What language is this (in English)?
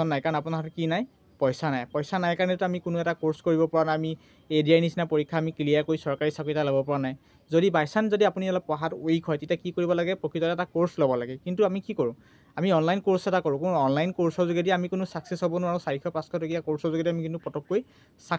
Assamese